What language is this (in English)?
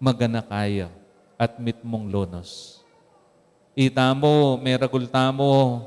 Pampanga